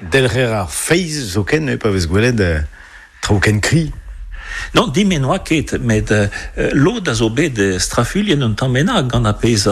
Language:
Breton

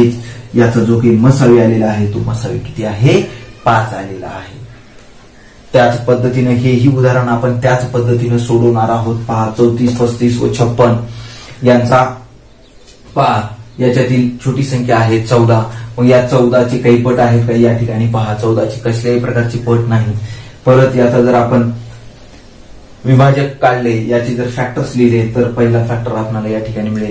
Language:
Marathi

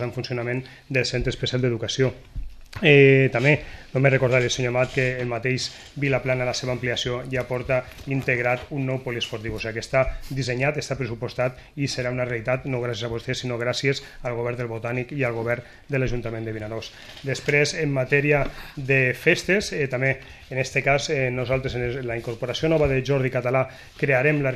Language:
Catalan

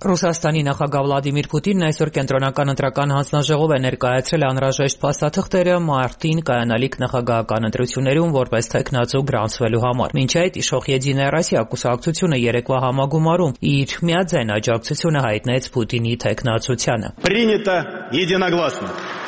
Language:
Armenian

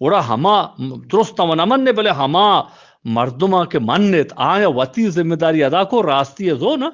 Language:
Eastern Balochi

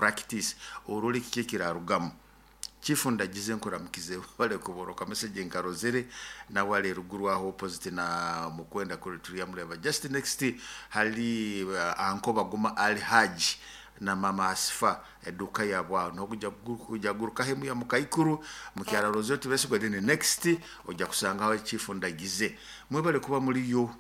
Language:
Nyoro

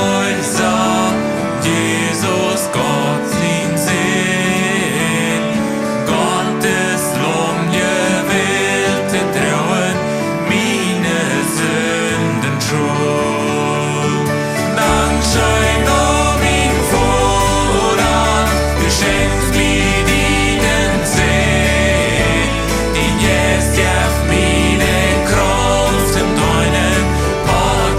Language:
Plautdietsch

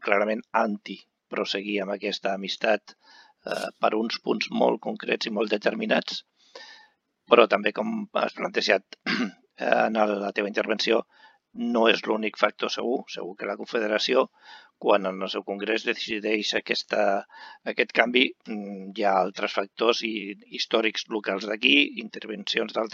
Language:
Catalan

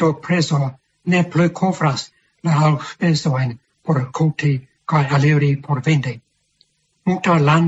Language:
Esperanto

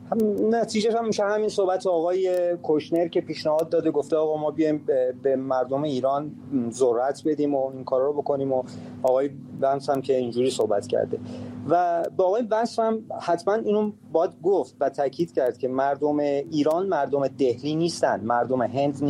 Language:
Persian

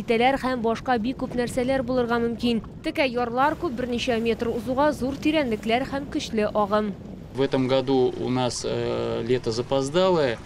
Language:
Tatar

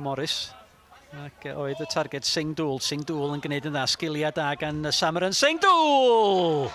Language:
Welsh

